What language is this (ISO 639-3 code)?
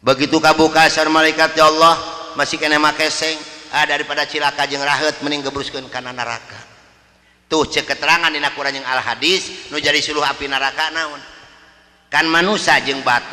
sun